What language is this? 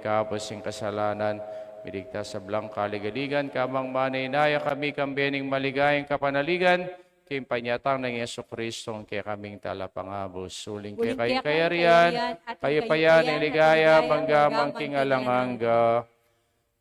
Pampanga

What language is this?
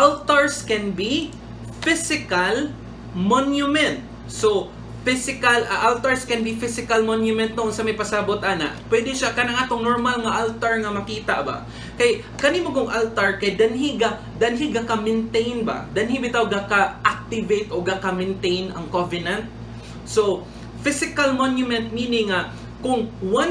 Cebuano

